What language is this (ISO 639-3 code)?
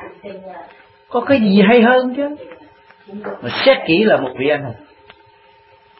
vie